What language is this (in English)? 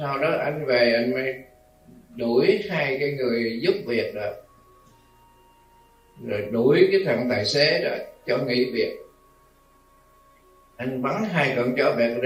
Vietnamese